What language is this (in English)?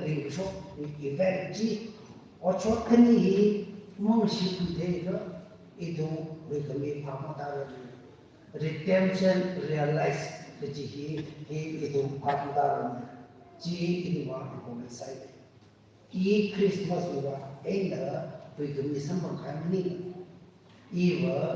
Tangkhul Naga (India)